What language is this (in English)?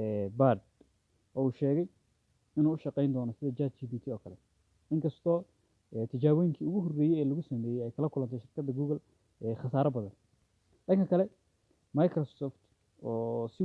Somali